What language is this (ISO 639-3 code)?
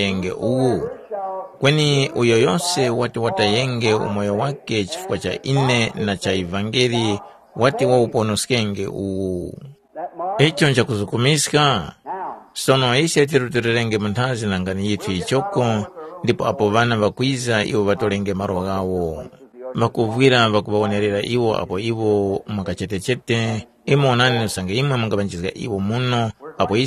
tum